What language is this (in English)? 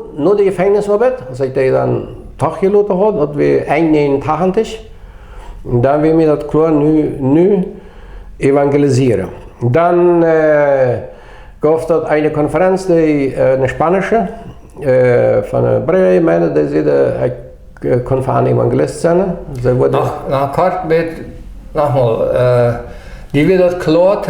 Plautdietsch